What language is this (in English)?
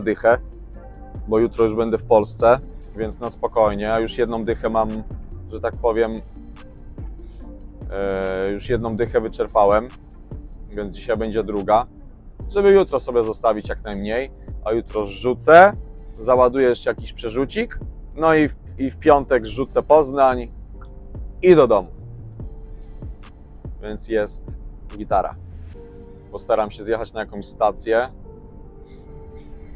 Polish